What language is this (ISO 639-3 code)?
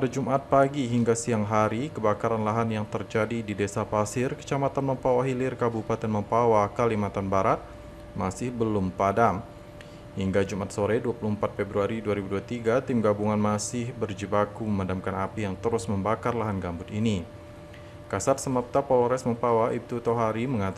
ind